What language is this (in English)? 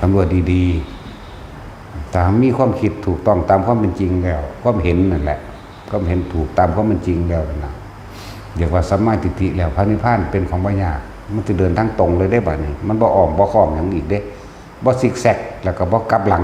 Northeastern Thai